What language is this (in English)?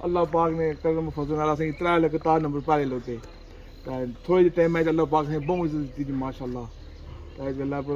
Pahari-Potwari